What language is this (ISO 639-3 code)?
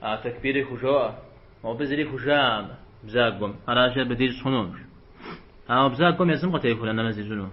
kbd